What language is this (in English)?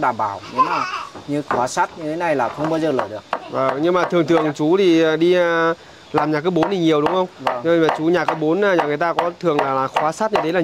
Vietnamese